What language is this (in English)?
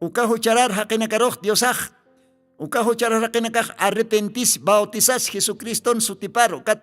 Aymara